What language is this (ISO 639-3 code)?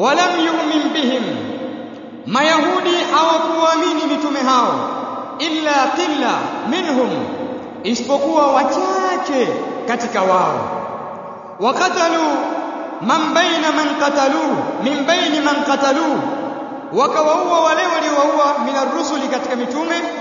swa